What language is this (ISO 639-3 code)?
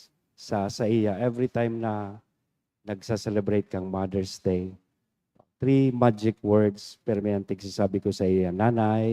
bik